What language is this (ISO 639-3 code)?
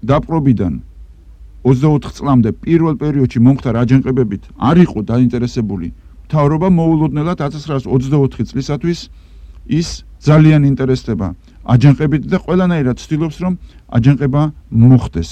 kat